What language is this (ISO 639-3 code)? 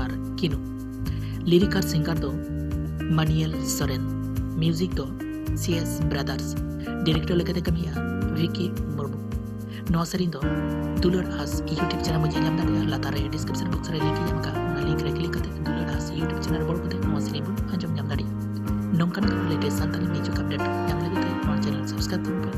sat